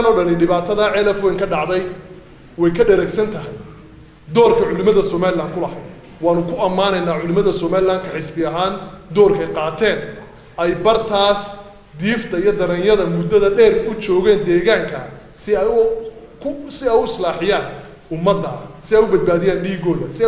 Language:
Somali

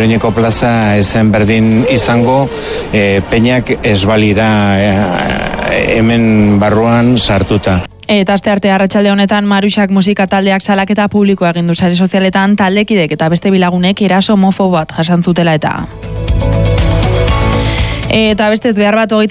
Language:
Basque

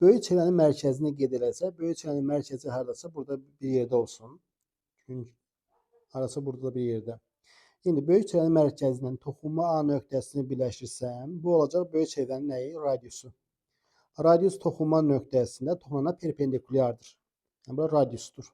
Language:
Azerbaijani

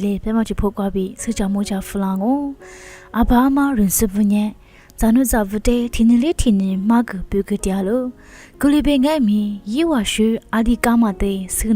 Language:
Lisu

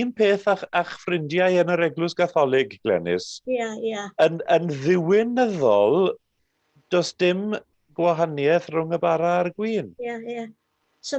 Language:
Welsh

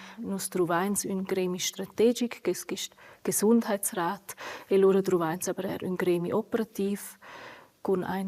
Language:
Romansh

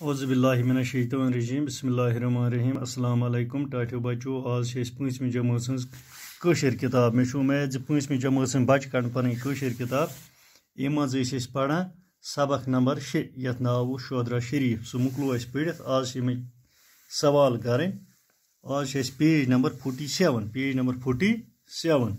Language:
Kashmiri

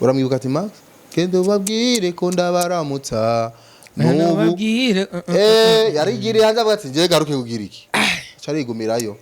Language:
Rundi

